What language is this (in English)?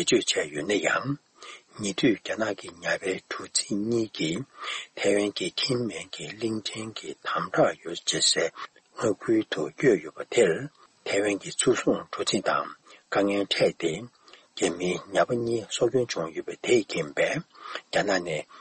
Tibetan